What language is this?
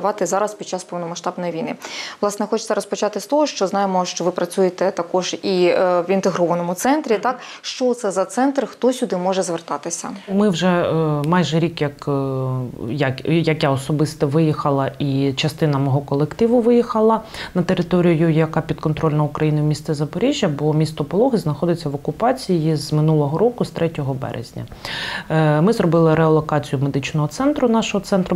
Ukrainian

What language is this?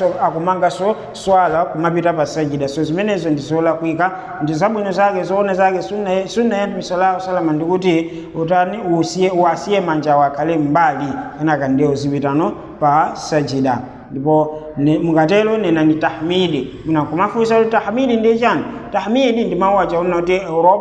Nyanja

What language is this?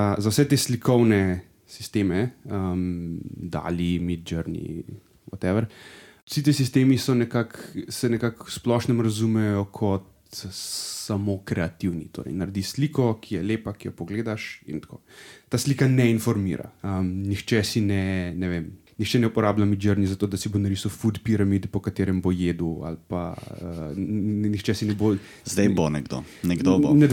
Slovenian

